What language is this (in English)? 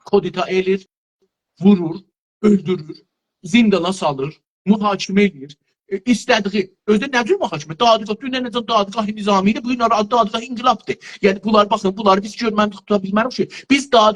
South Azerbaijani